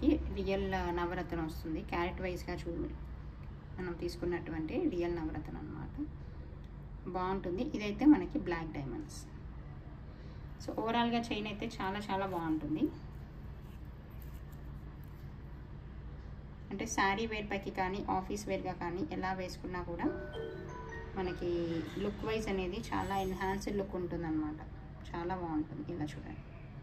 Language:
Telugu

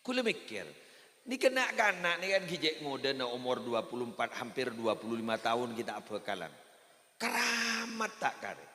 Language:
Madurese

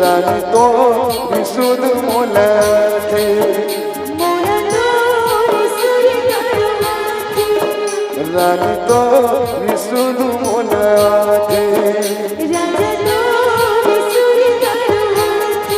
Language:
Chhattisgarhi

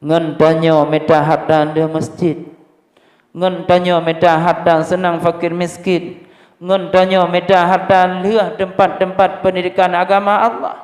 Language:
Achinese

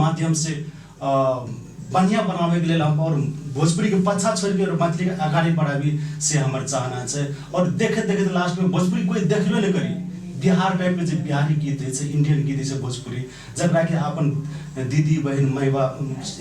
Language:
Maithili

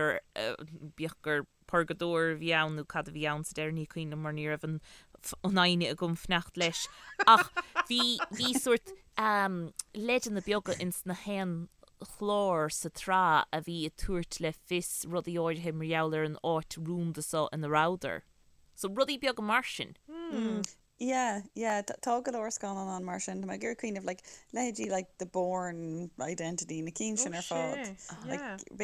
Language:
Irish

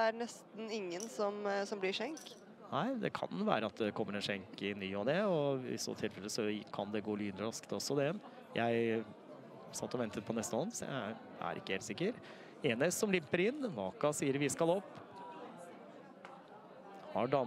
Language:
Norwegian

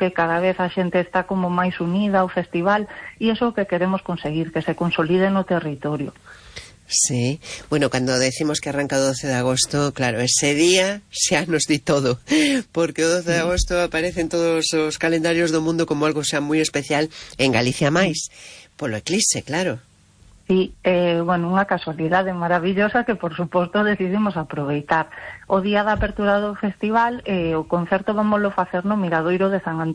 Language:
Galician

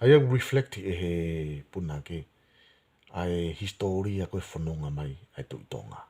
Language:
Tongan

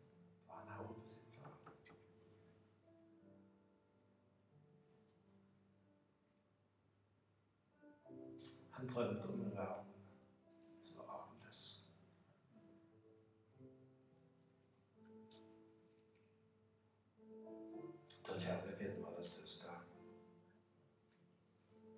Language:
Norwegian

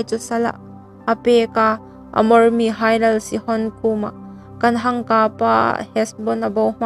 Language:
Hmar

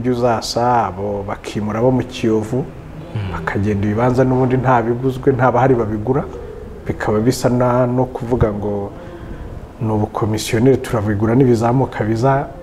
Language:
Kinyarwanda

